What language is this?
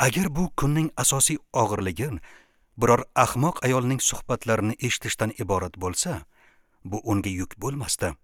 Uzbek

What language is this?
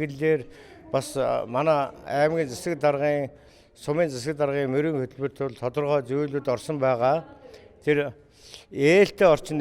Mongolian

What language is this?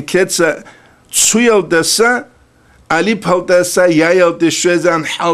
Avaric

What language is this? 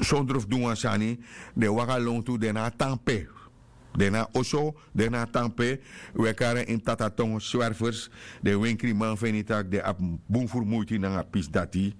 Sranan Tongo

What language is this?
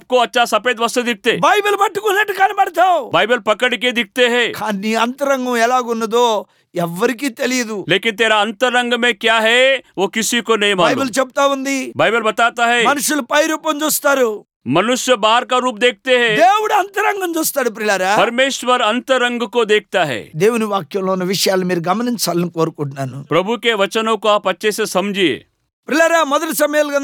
Telugu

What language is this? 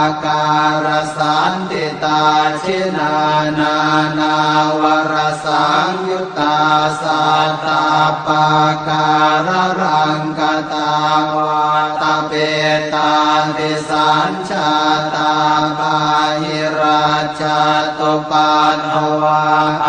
Pali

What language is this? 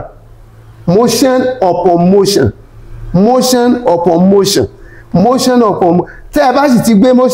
Yoruba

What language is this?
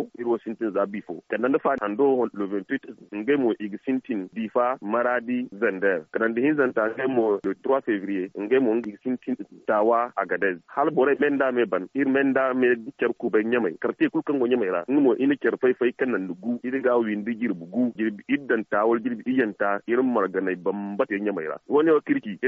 Zarma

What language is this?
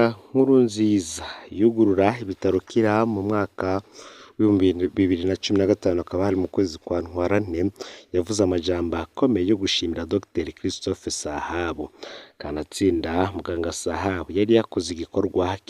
Rundi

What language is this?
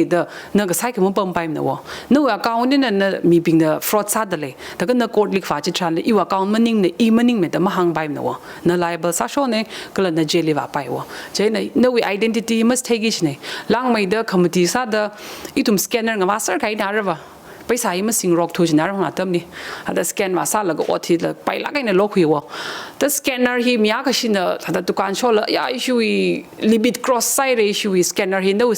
Tangkhul Naga (India)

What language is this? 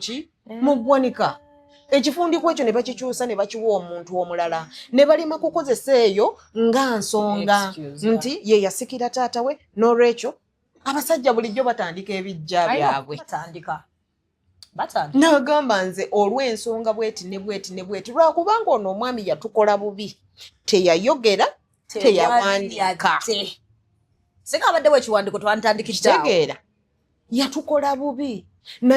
Ganda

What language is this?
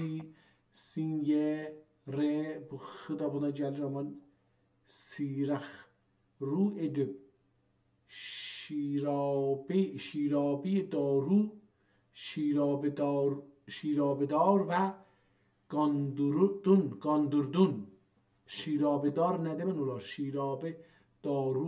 South Azerbaijani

